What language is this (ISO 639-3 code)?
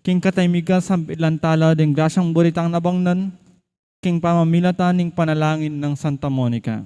pam